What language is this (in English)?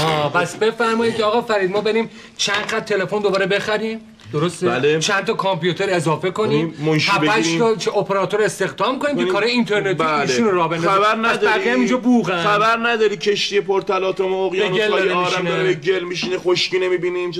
Persian